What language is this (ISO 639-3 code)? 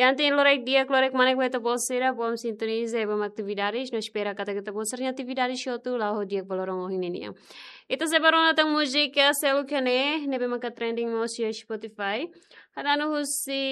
tet